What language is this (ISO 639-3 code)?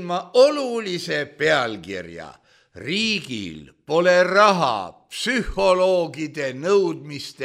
est